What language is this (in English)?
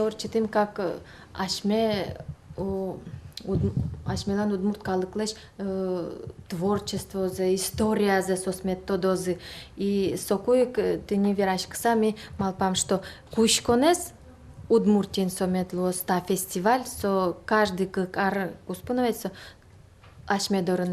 Udmurt